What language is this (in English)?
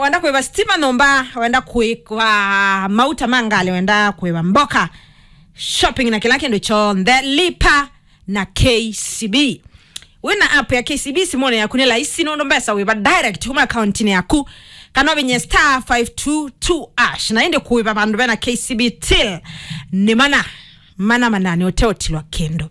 Kamba